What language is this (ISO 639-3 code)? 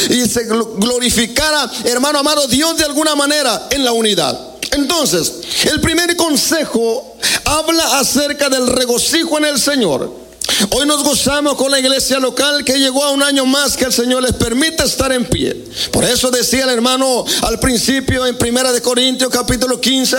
spa